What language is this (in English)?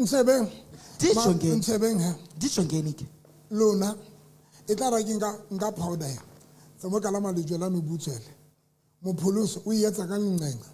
Southern Sotho